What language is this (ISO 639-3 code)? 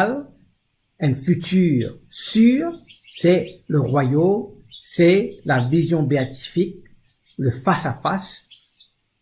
mfe